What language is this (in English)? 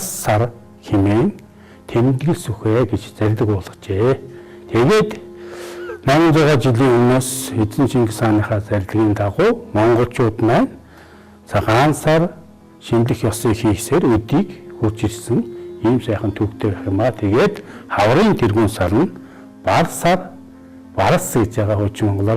Mongolian